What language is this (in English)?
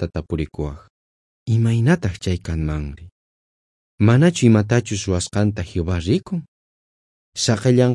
South Bolivian Quechua